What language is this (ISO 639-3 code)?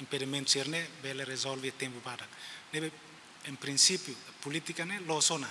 tet